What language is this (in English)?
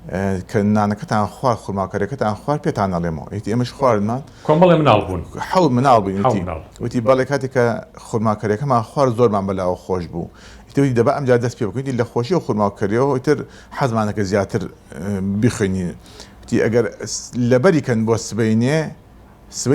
Central Kurdish